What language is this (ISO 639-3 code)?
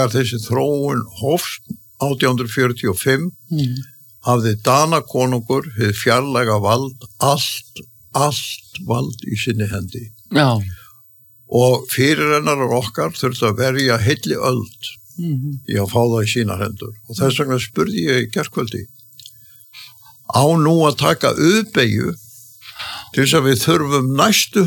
isl